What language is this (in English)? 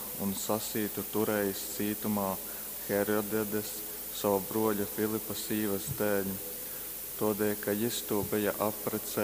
Latgalian